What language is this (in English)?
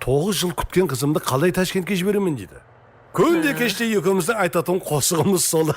Kara-Kalpak